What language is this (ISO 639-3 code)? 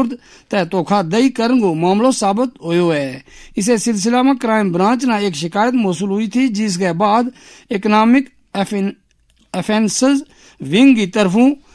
gju